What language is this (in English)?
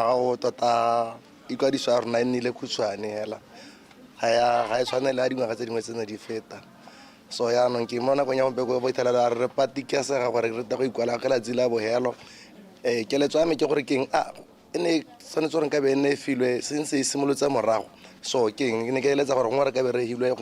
Tswana